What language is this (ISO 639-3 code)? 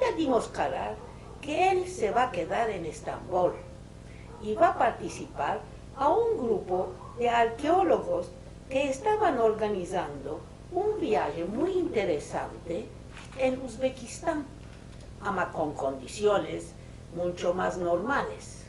lad